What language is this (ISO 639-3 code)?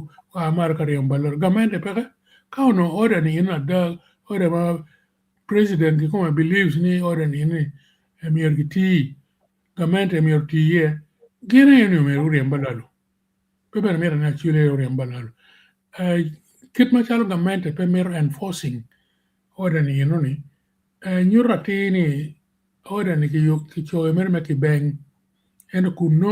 ach